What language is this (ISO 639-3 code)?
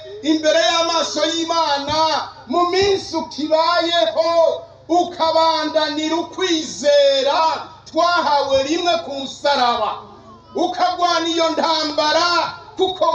run